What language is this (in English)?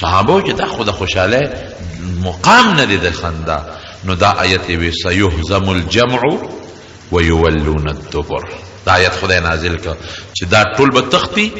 Pashto